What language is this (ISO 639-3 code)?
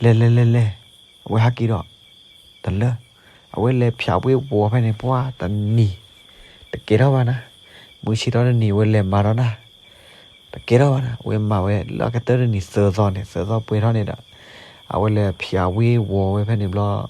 ksw